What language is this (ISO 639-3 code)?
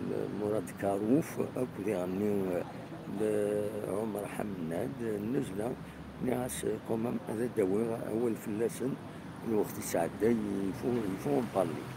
kab